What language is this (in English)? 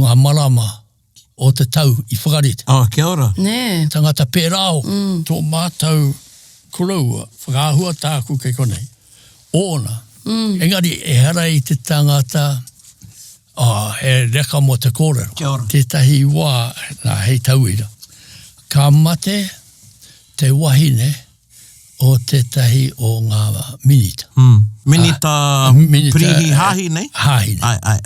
Māori